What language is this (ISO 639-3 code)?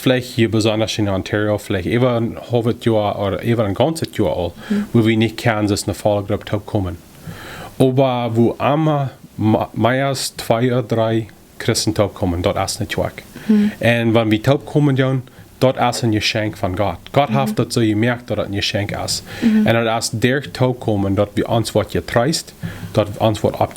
pdt